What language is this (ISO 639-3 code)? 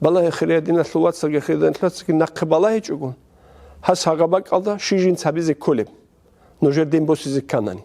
ava